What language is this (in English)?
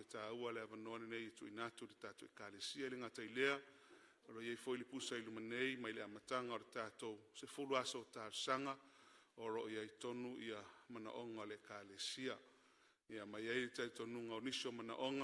Samoan